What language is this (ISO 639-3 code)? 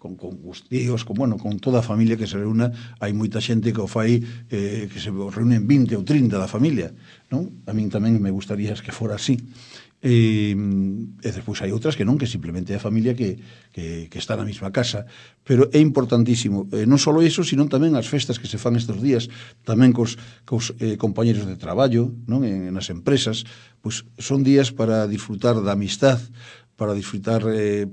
glg